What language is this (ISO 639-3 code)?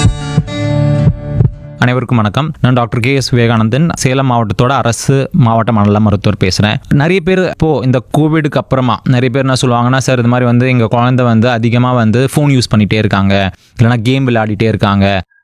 tam